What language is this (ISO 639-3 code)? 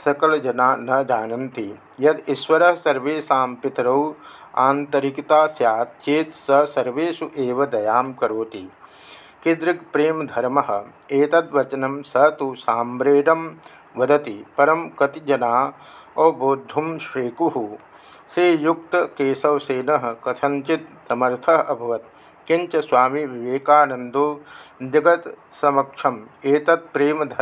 san